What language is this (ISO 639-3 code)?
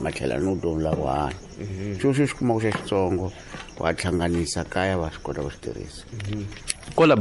tso